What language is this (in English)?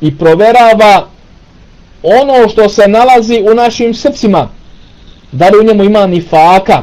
Bosnian